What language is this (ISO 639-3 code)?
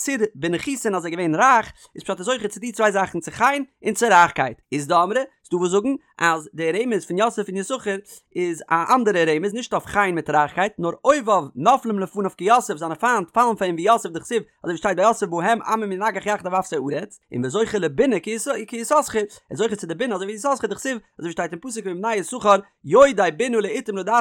yid